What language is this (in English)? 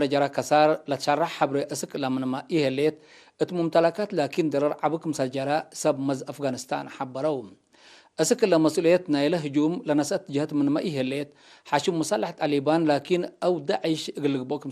Tigre